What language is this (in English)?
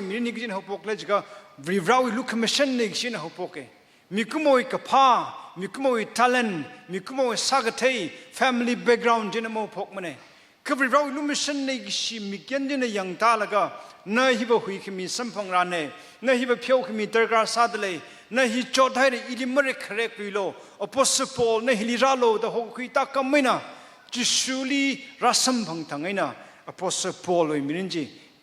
Tangkhul Naga (India)